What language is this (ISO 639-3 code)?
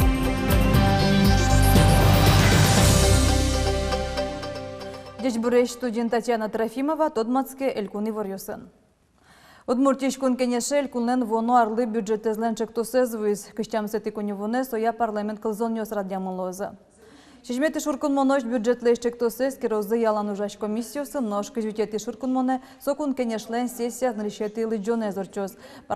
udm